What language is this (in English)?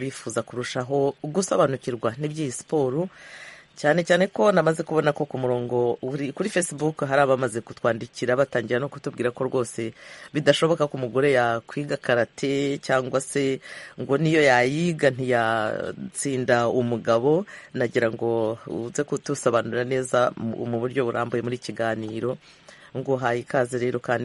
Kinyarwanda